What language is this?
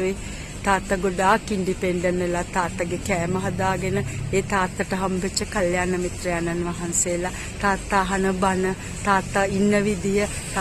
Sinhala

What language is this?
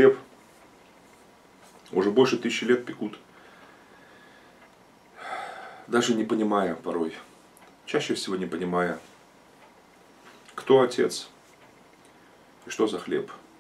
Russian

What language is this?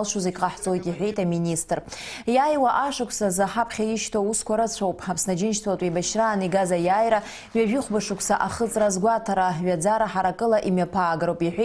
Abkhazian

